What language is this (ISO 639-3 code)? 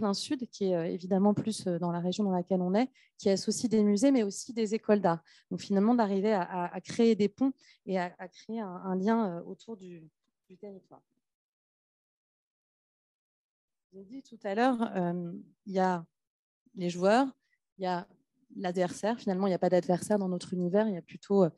fra